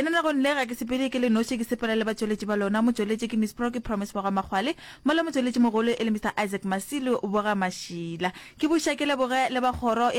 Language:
Northern Sotho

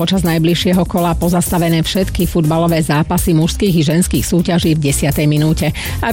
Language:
Slovak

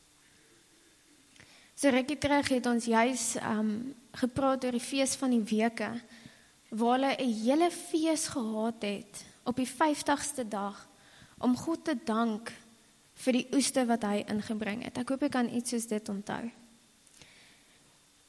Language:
Afrikaans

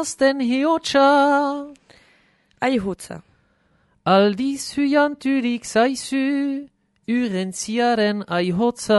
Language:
Basque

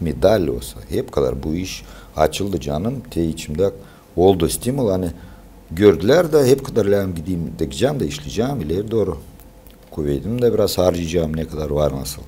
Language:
Gagauz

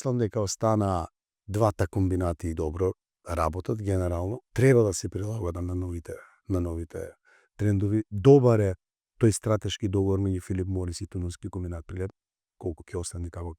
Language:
Macedonian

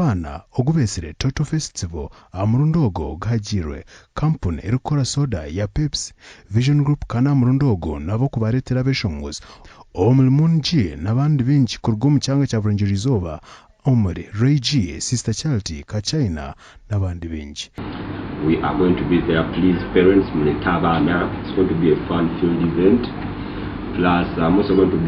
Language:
Nyankole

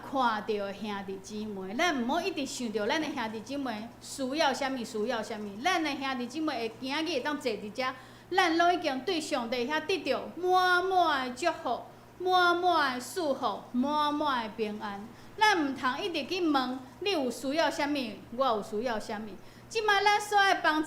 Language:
Min Nan Chinese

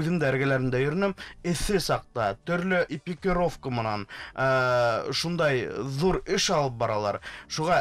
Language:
Bashkir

